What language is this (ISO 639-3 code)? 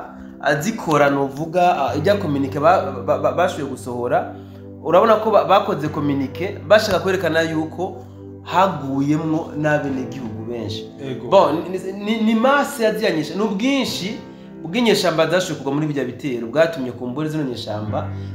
run